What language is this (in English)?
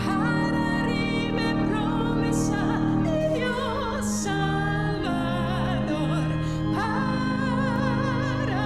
Papiamento